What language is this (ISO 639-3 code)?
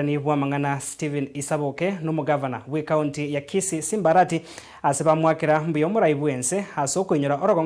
guz